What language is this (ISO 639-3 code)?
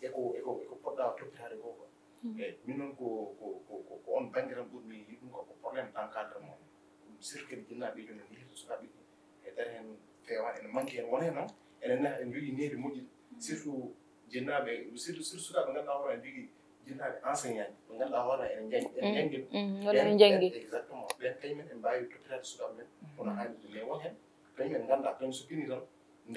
ful